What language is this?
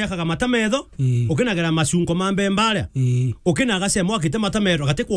Meru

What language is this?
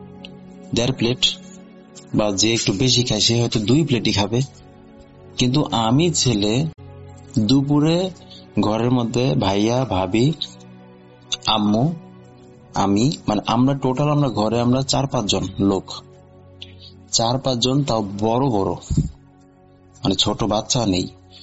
Bangla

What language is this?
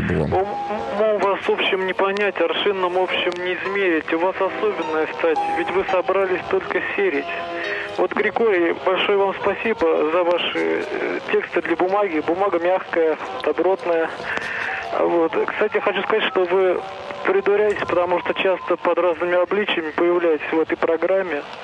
Russian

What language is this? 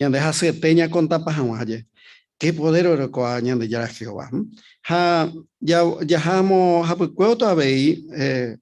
Guarani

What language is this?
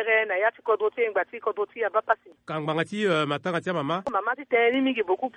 Sango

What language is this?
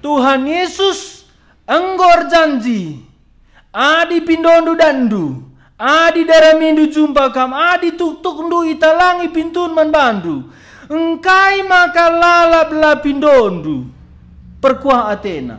Batak Karo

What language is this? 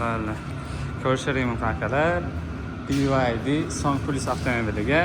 Uzbek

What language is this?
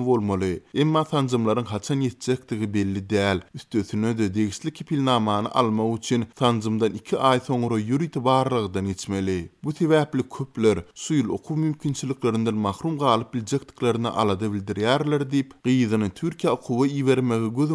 Turkmen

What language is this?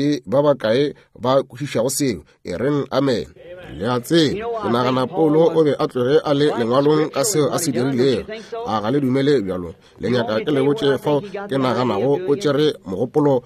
Northern Sotho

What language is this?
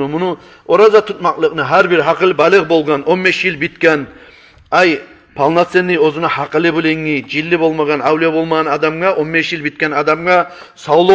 Kumyk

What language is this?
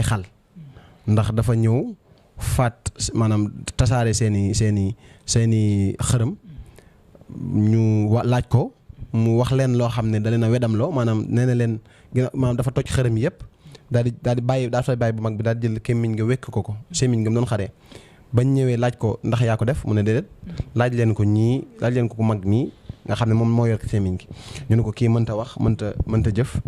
Wolof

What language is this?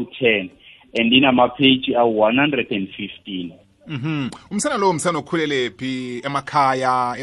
South Ndebele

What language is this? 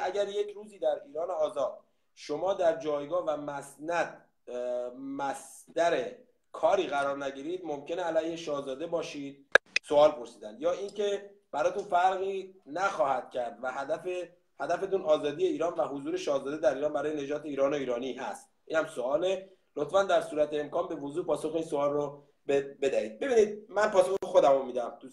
Persian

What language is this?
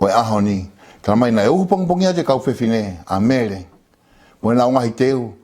Tongan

